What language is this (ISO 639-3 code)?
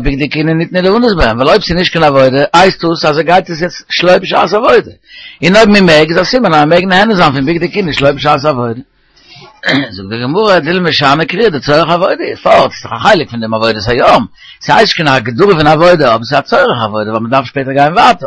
yid